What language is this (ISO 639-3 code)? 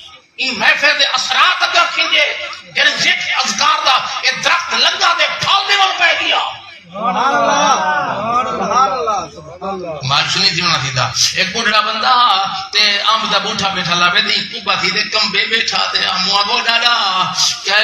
skr